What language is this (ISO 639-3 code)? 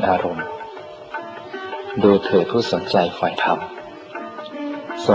tha